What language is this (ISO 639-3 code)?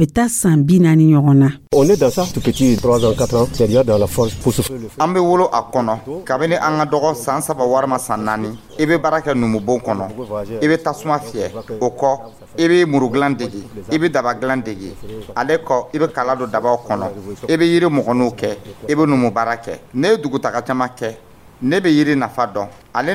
dyu